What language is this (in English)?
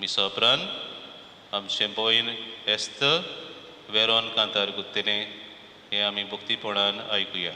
Konkani